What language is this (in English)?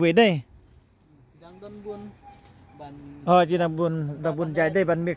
Khasi